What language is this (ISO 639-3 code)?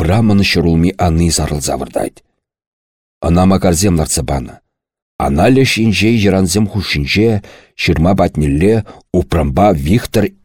chv